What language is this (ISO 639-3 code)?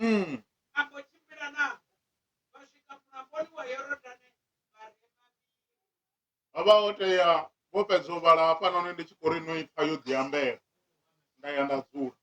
ven